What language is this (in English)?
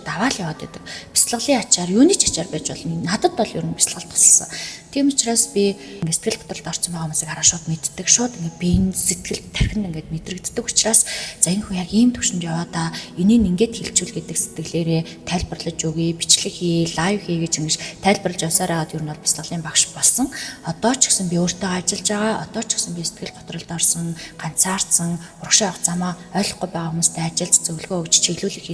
Mongolian